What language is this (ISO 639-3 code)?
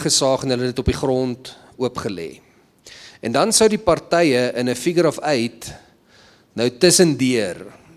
afr